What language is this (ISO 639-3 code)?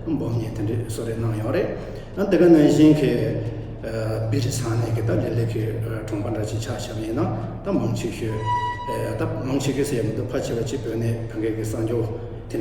bod